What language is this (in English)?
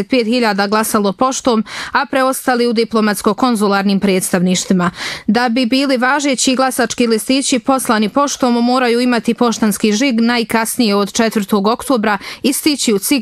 Bosnian